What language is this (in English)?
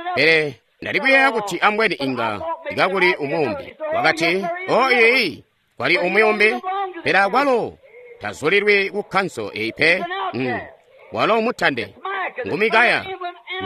Tonga (Zambia)